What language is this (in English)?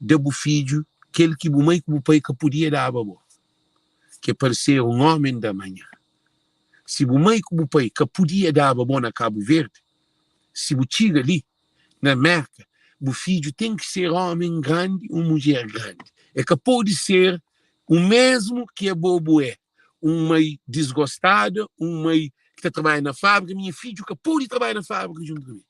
Kabuverdianu